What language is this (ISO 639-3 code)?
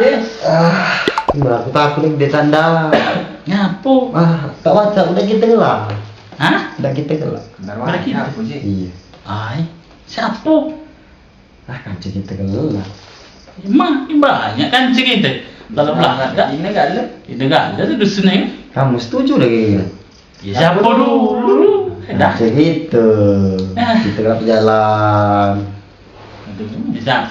mui